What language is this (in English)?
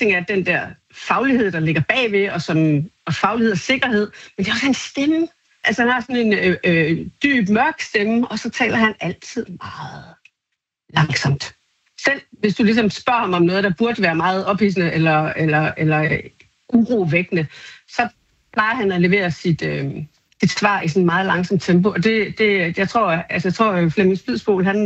Danish